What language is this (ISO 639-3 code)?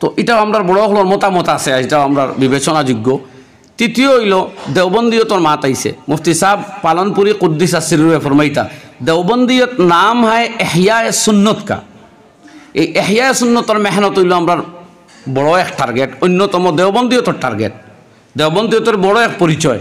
syl